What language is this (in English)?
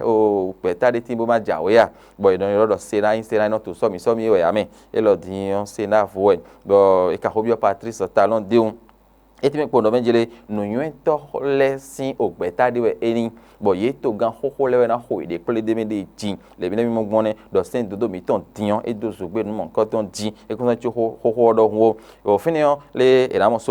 Fon